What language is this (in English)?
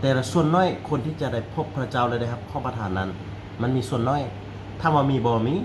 Lao